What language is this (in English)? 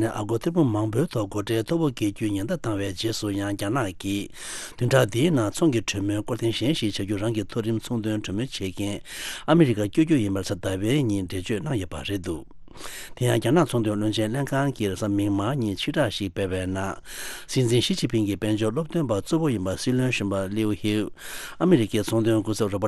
Tibetan